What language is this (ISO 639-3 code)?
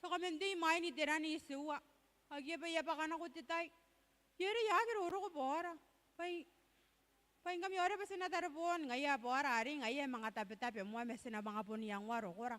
gil